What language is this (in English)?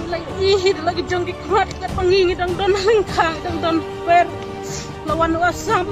Khasi